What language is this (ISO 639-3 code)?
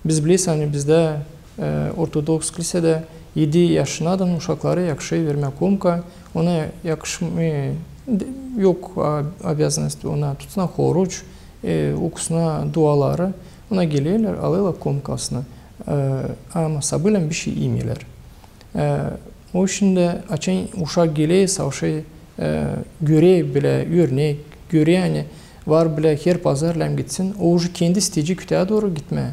gag